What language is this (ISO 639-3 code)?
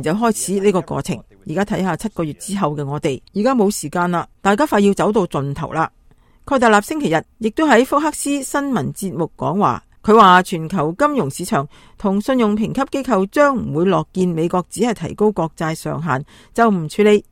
yue